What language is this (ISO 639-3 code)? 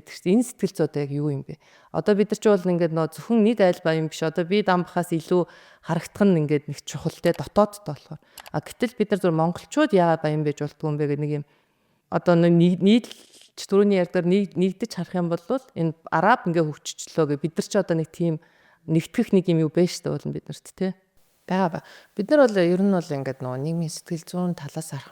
mon